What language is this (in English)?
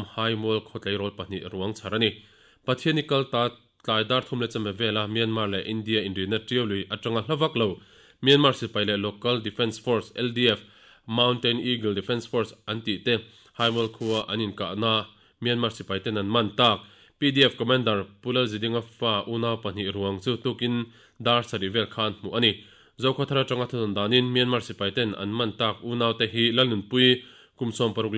Mizo